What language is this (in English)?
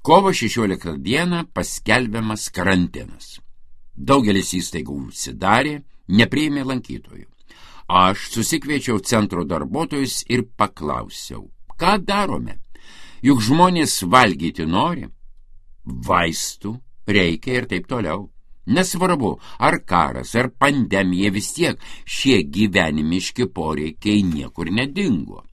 Lithuanian